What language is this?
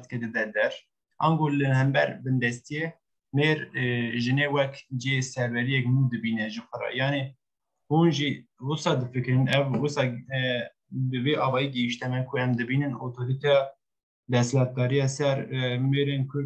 Kurdish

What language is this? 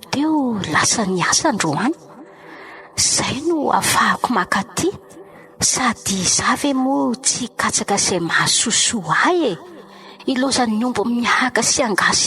Malagasy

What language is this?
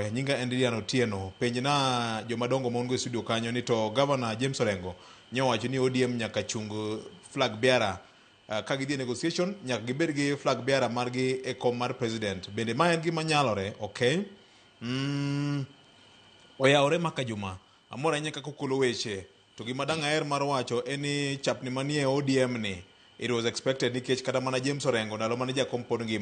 Luo (Kenya and Tanzania)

